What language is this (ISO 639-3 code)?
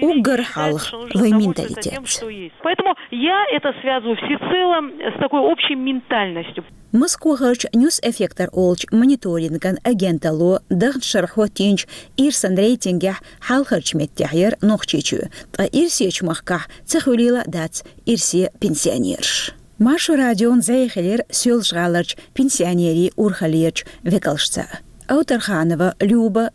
che